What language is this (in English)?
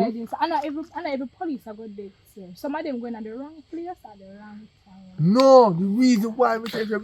Jamaican Creole English